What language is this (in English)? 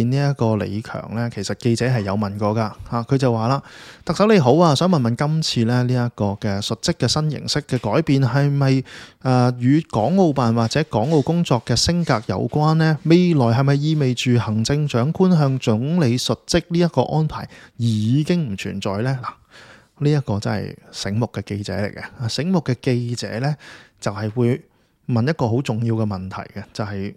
Cantonese